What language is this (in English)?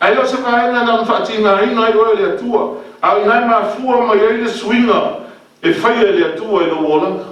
Samoan